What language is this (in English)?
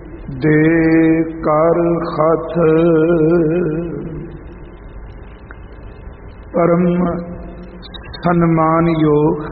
Punjabi